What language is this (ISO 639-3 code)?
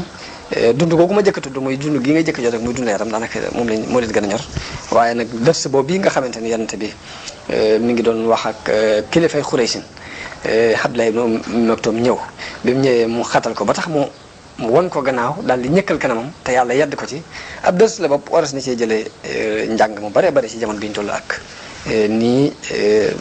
wol